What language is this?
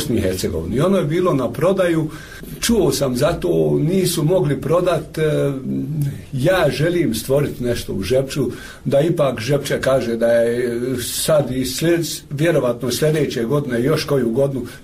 Bosnian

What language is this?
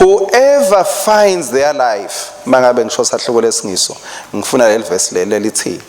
Swati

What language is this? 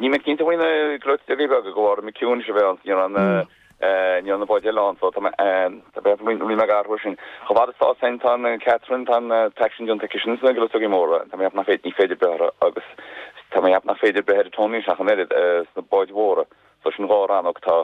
Irish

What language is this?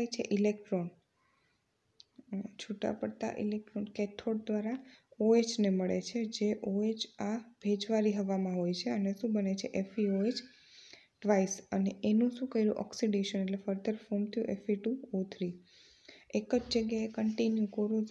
Gujarati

